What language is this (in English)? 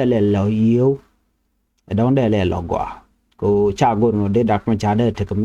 Nuer